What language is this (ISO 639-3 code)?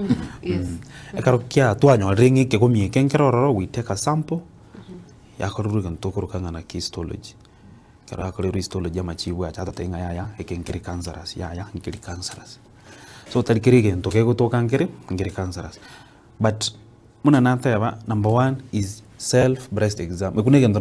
guz